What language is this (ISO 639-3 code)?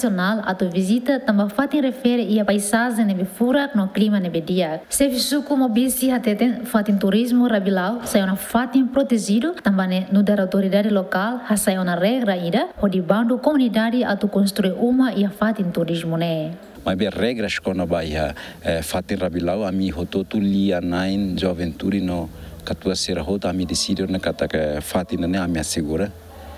tet